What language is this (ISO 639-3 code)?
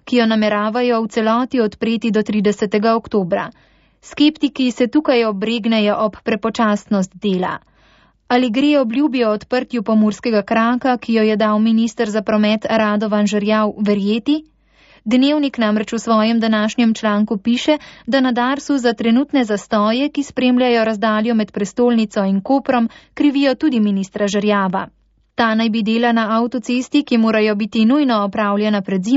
slv